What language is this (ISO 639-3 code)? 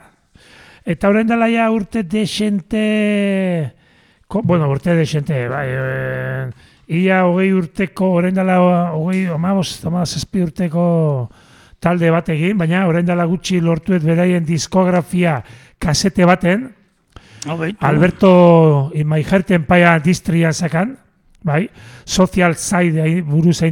eus